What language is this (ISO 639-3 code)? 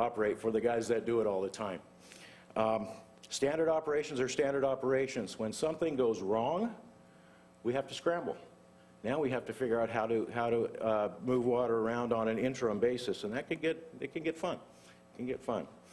eng